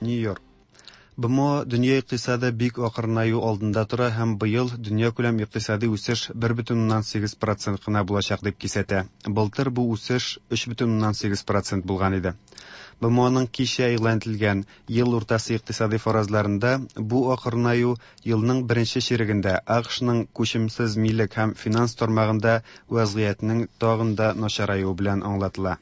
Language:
Tatar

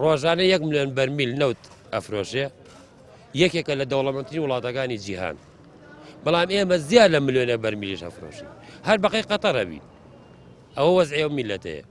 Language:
Central Kurdish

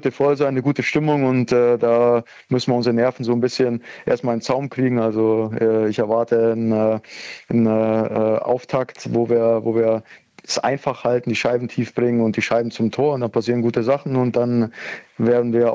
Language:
German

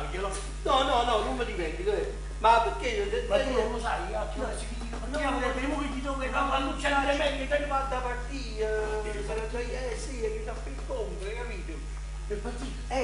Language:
Neapolitan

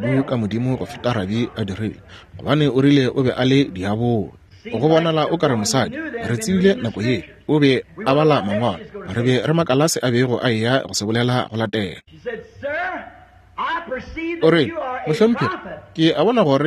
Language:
Northern Sotho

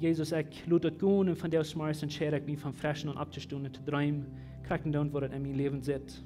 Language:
Plautdietsch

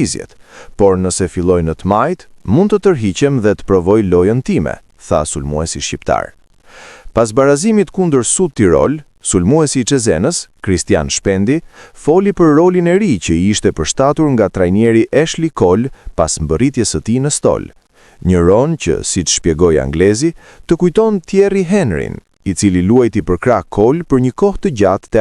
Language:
Albanian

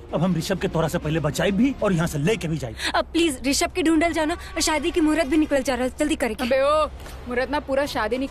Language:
Bhojpuri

